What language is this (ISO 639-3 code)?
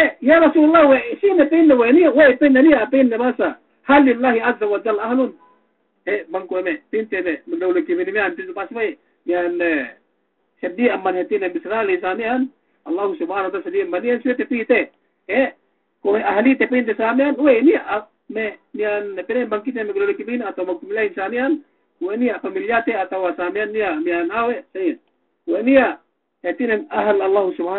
yka